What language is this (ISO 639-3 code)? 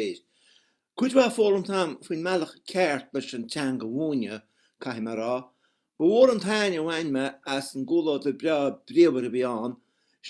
gle